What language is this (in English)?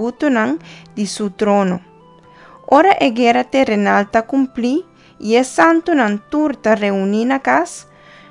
Papiamento